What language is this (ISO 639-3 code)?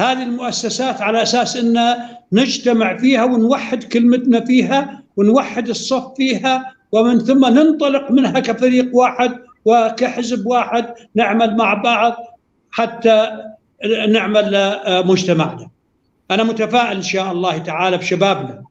apc